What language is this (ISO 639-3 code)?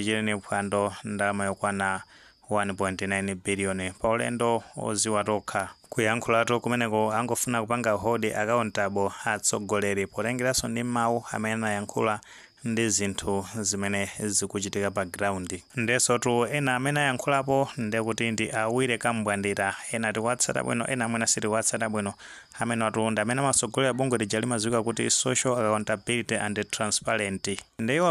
nya